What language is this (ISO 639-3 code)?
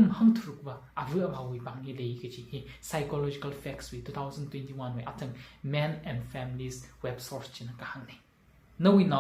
nmf